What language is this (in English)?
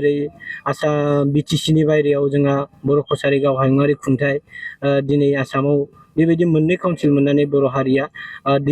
Bodo